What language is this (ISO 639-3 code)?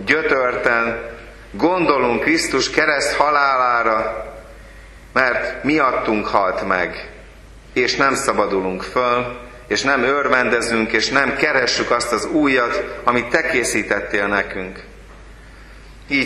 hun